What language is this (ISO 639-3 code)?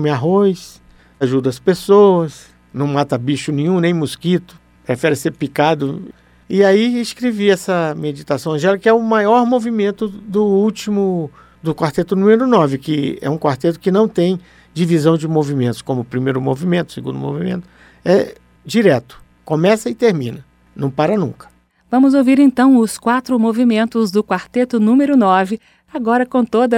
por